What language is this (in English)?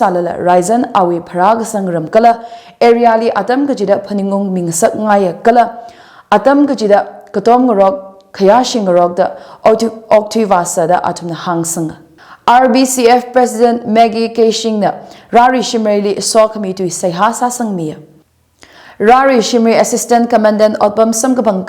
Tangkhul Naga (India)